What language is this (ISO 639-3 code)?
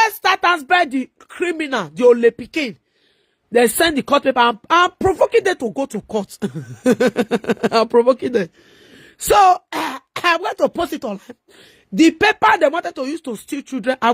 pcm